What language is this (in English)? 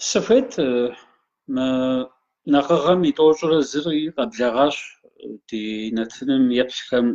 Kabardian